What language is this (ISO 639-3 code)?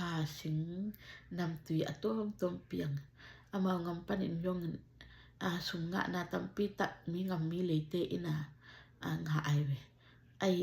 ctd